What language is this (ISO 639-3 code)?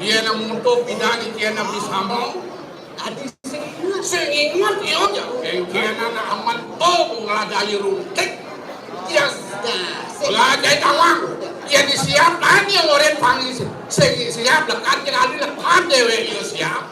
ban